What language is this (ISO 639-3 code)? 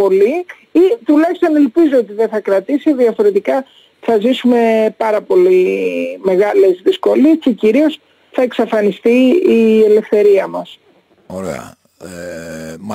ell